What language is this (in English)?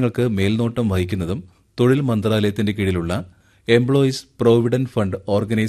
Malayalam